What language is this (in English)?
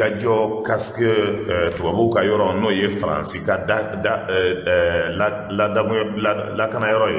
Bambara